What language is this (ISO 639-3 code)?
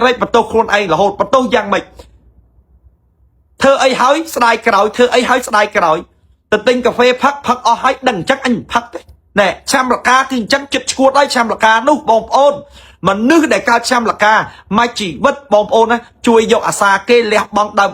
khm